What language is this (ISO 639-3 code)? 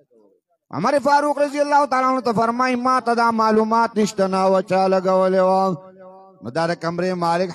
pus